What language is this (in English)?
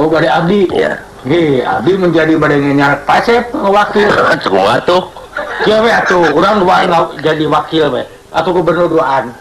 Sundanese